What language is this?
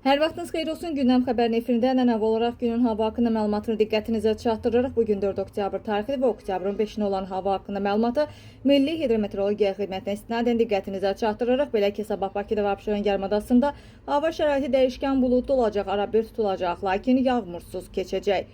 Azerbaijani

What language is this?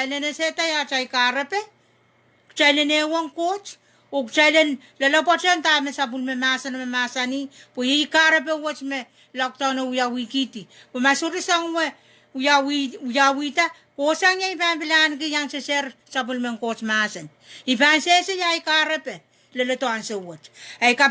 Pohnpeian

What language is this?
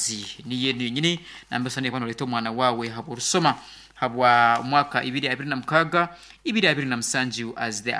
Nyoro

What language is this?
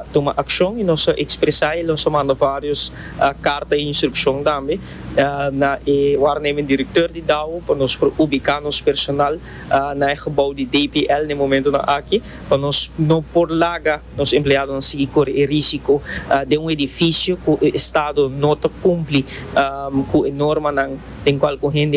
Papiamento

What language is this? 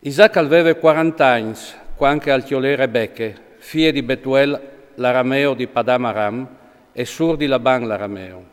Friulian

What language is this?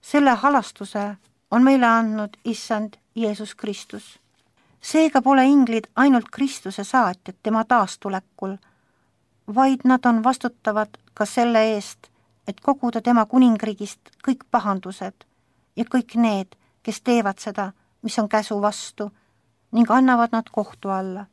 Estonian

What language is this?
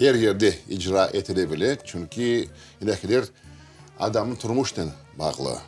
Crimean Tatar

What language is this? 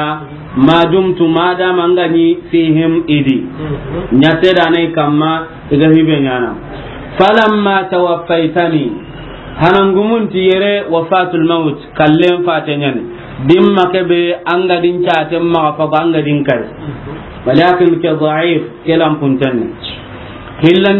Soninke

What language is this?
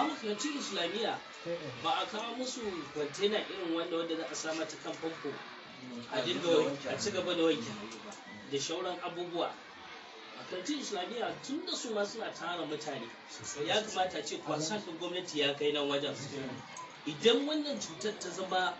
Hausa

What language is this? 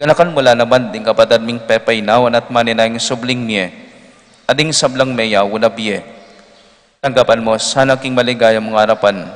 Pampanga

